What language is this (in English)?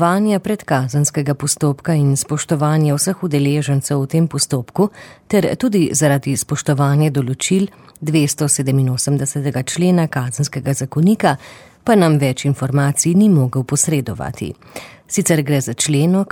Slovenian